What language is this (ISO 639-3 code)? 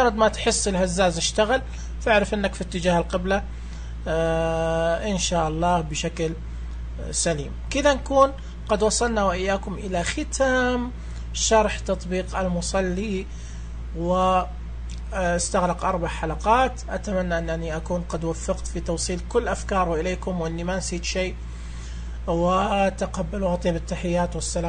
ars